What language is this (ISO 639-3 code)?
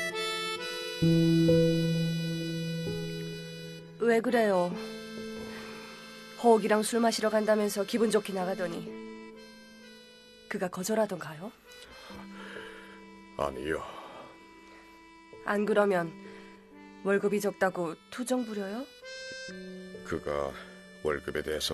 kor